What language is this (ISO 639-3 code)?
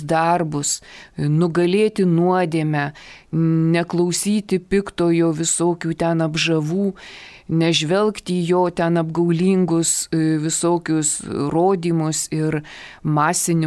lit